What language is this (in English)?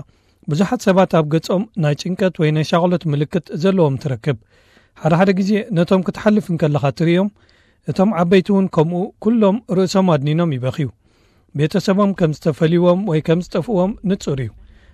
Tigrinya